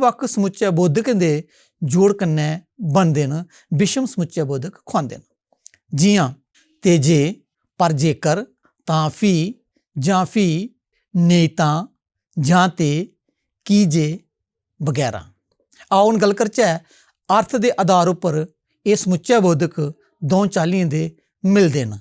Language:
Dogri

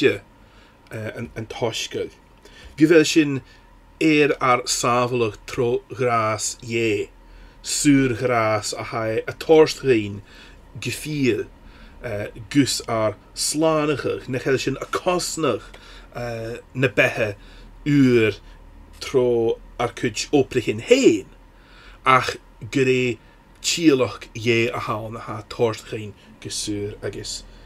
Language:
Scottish Gaelic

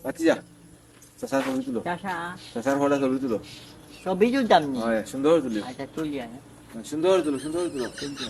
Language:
Sylheti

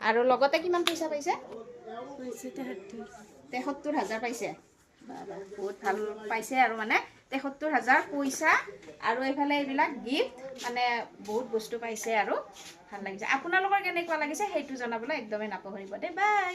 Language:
Assamese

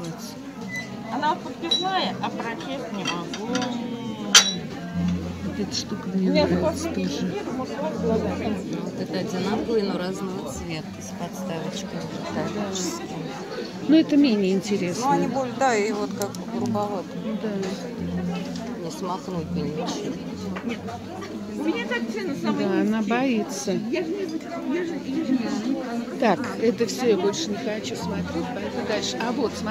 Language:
Russian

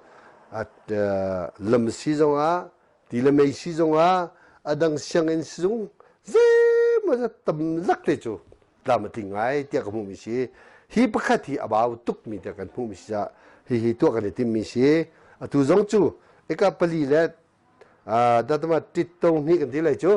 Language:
Hakha Chin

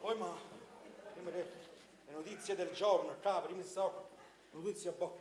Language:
Neapolitan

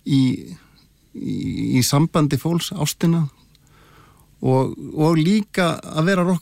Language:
Icelandic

